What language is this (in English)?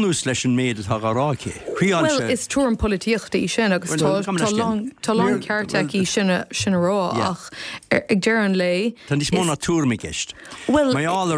Irish